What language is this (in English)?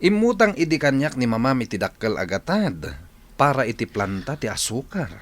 Iloko